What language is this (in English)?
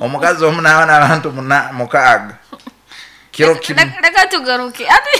Nyoro